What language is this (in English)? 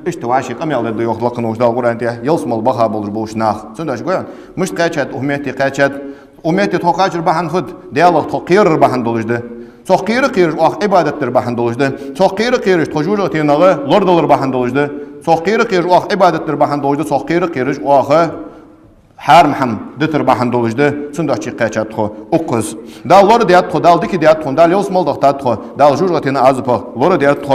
Ingush